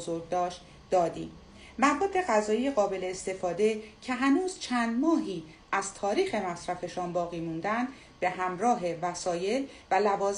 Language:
Persian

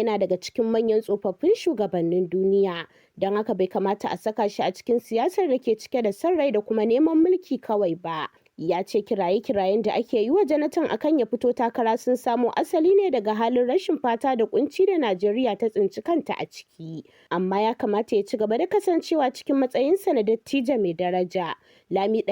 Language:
Hausa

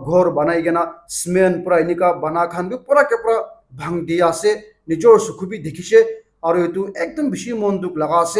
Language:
Naga Pidgin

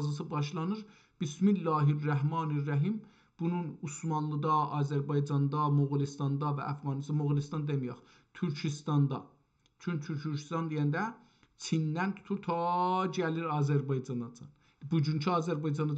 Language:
South Azerbaijani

